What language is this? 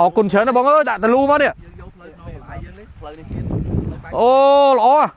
Khmer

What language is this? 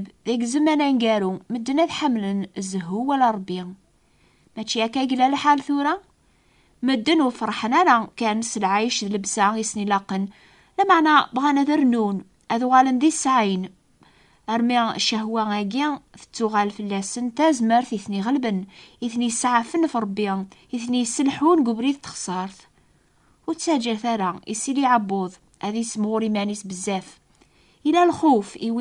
Kabyle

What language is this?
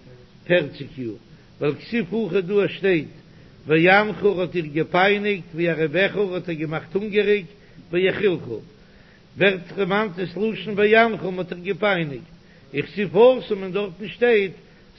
Yiddish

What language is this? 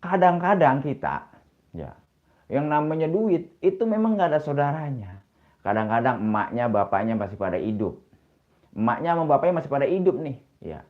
Betawi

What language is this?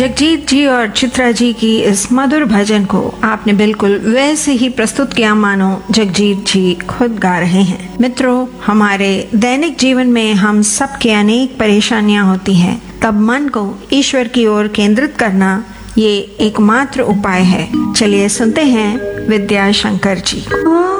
Hindi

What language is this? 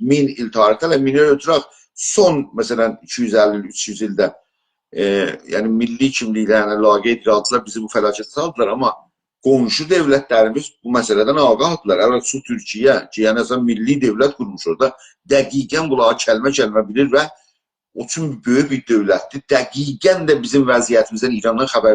South Azerbaijani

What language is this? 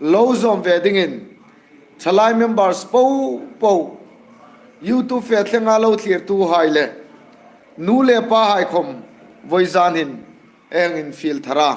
Hmar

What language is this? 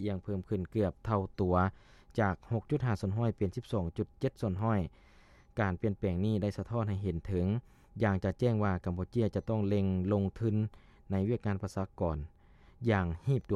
Lao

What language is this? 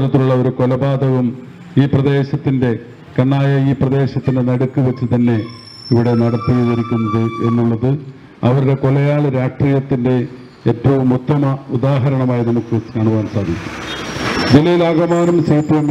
Malayalam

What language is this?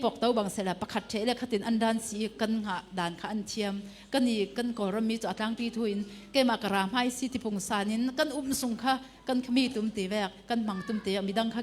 Falam Chin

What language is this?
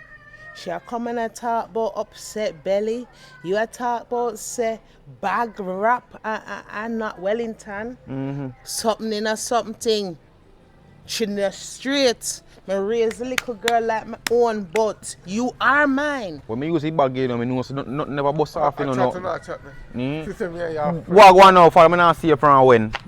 Jamaican Creole English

